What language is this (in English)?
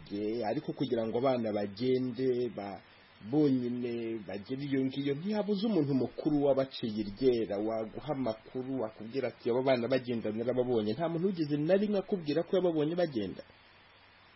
Kinyarwanda